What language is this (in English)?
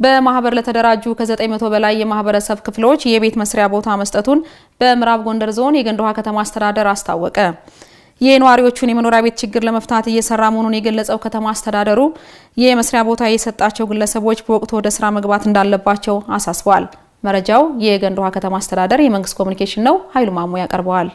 Amharic